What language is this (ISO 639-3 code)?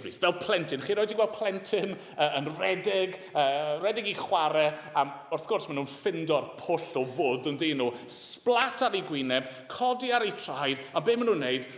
cym